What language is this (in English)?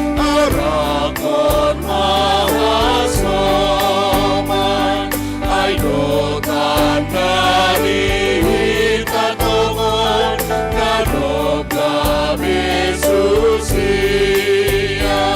Batak Simalungun